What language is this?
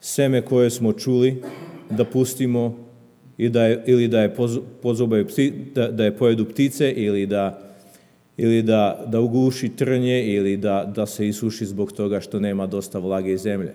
Serbian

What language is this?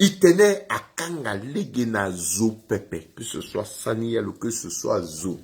Sango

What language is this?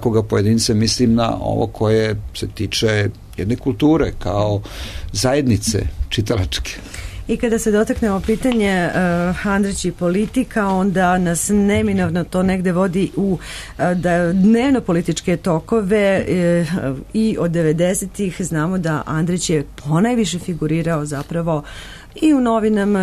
Serbian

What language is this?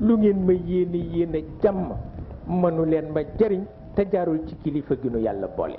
Wolof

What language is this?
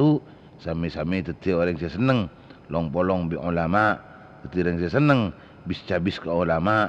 Madurese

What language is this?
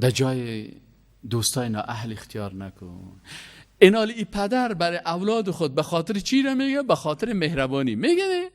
Persian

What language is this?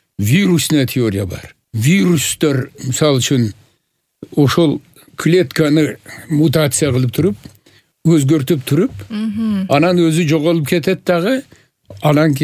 Kyrgyz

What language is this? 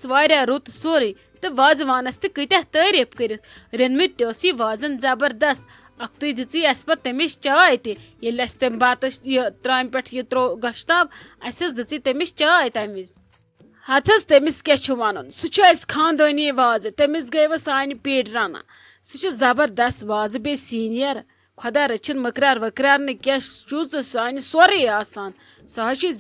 Kashmiri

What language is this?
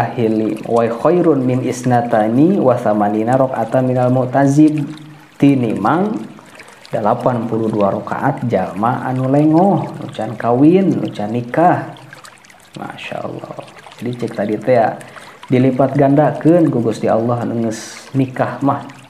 Sundanese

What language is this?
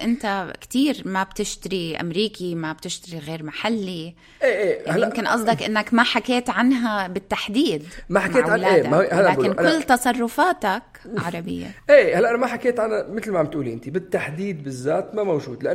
North Levantine Arabic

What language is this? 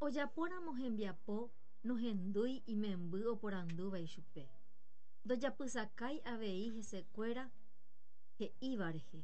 Guarani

